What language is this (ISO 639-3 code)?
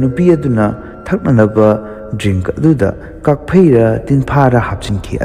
mni